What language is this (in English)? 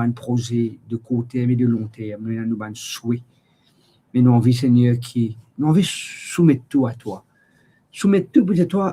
Morisyen